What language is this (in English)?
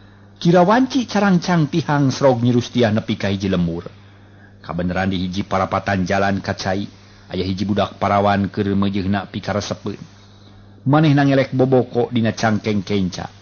Sundanese